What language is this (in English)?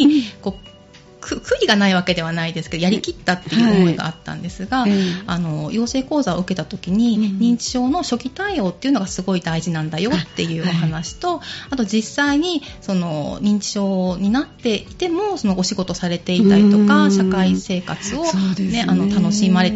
Japanese